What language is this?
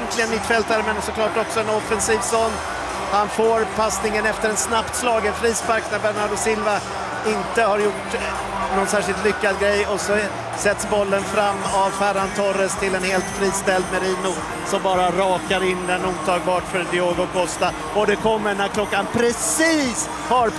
Swedish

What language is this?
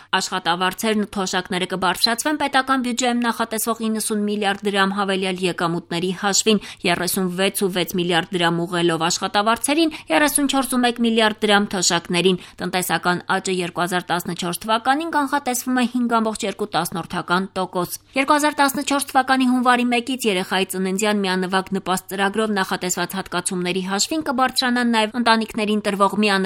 Armenian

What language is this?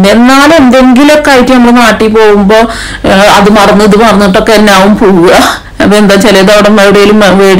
Malayalam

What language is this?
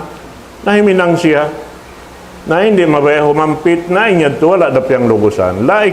Tausug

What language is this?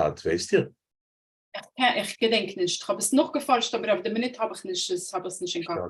Yiddish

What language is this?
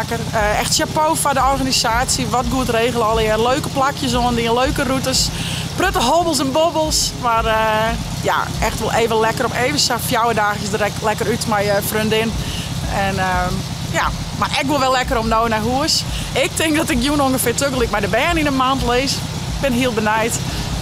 Western Frisian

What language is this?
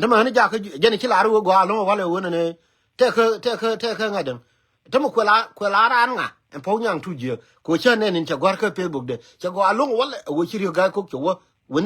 Nuer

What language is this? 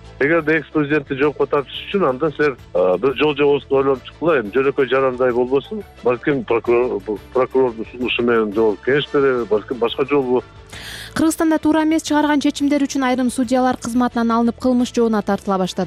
Kyrgyz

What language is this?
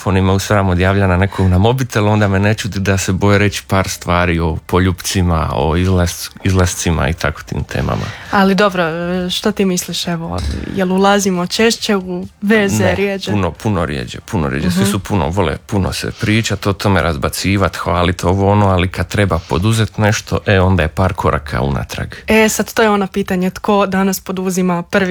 Croatian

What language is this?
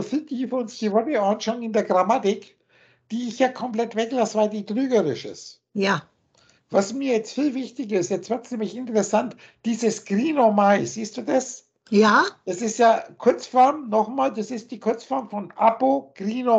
German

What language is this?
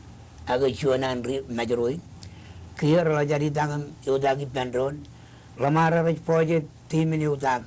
Marshallese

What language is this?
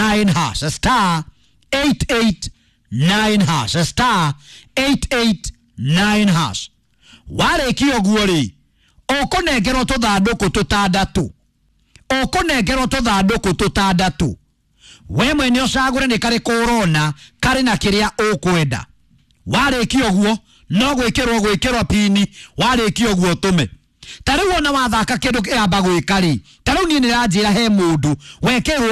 Kikuyu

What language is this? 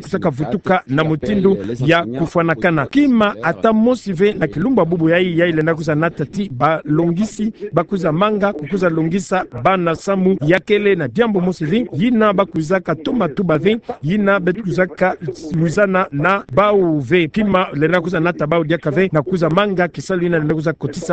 Kituba (Democratic Republic of Congo)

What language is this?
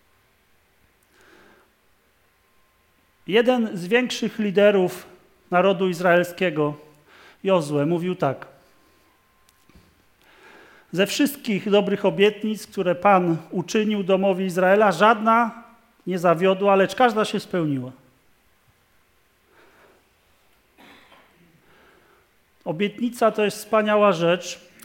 Polish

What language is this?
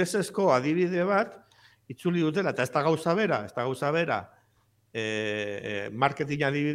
Basque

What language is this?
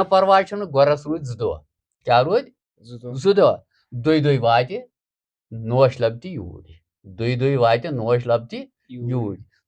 Kashmiri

